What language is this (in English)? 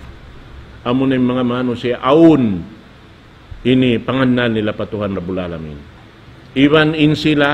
Tausug